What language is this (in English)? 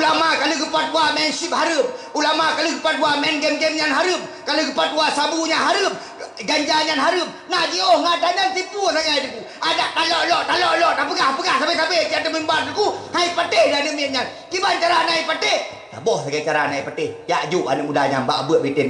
Achinese